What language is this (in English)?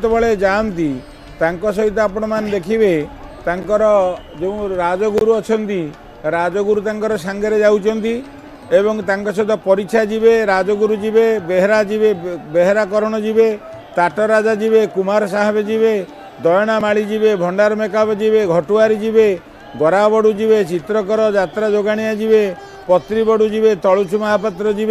Odia